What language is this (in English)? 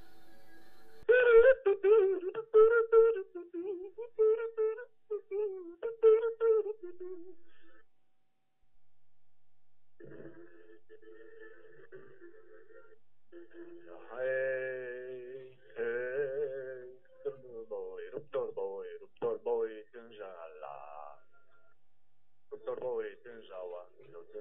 Romanian